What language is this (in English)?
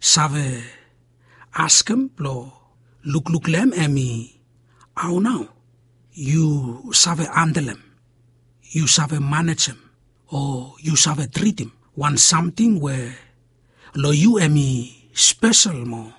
Bislama